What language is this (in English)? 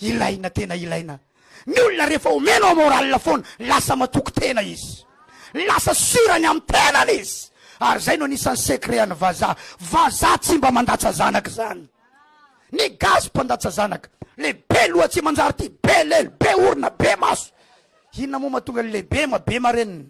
Malagasy